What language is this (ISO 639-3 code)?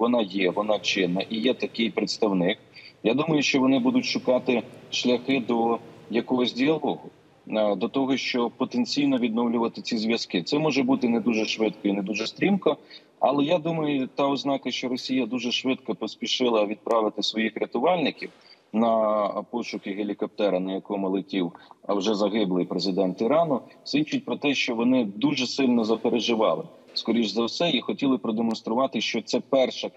ukr